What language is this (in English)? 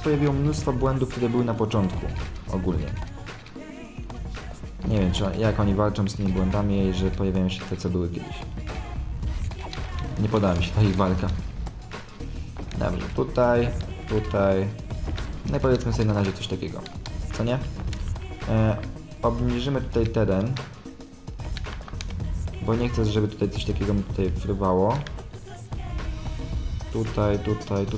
Polish